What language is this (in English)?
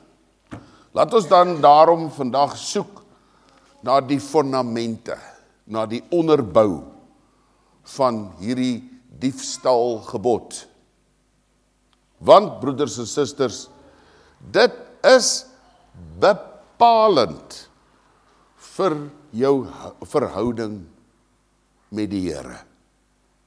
Afrikaans